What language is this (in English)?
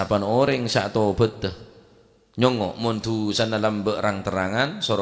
Madurese